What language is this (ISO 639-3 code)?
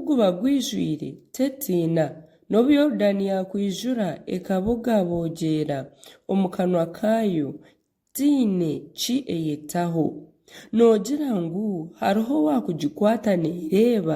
nyn